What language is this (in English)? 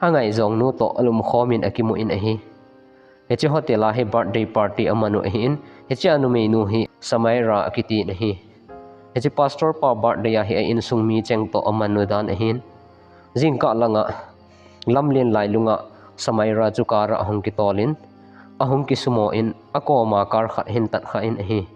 Thado Chin